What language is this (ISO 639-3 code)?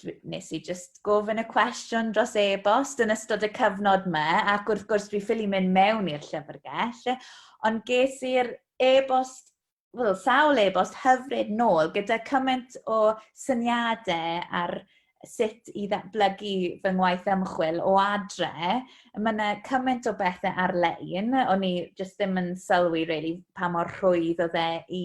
cym